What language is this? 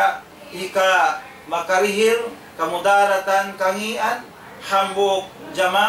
Tausug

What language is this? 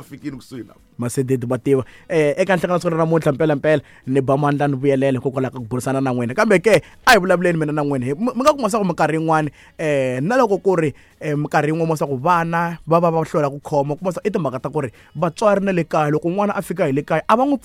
Tsonga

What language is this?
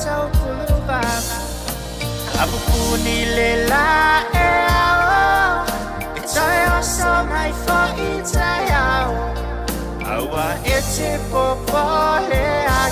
Samoan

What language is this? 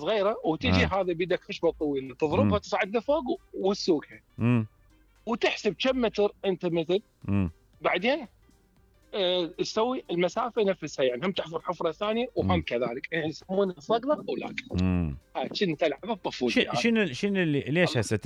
Mesopotamian Arabic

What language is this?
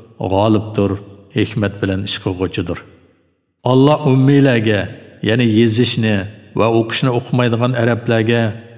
Uyghur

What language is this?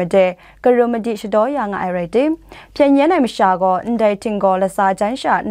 Kachin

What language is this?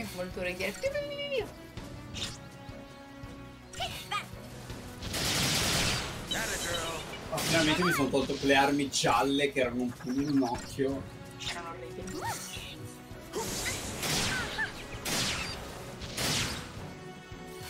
Italian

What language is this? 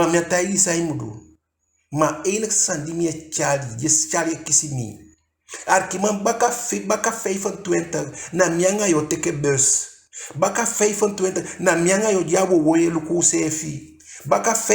Eastern Maroon Creole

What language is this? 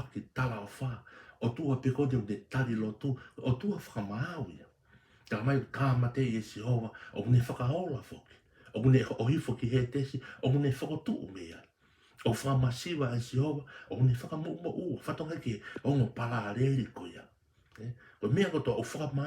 Tongan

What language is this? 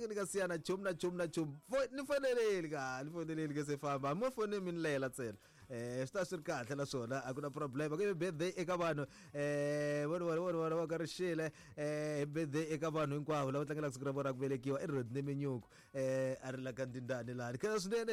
Tsonga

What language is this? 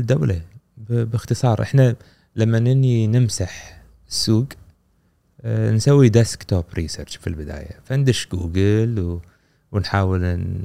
Gulf Arabic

